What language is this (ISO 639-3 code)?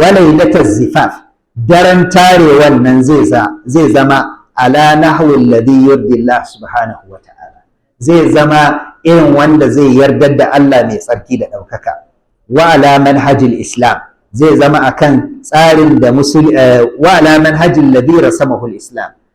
hau